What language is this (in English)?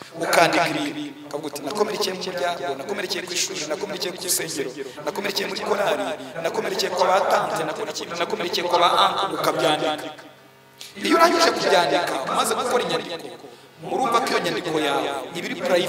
Kinyarwanda